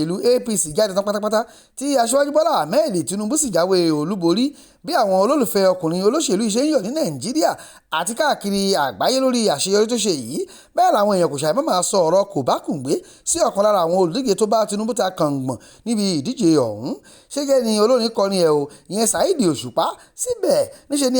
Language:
Yoruba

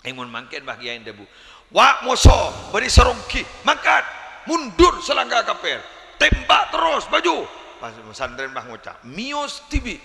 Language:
Madurese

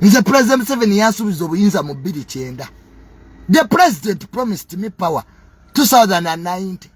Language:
Ganda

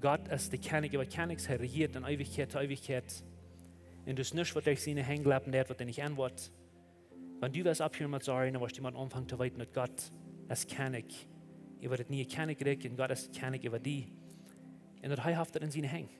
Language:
Plautdietsch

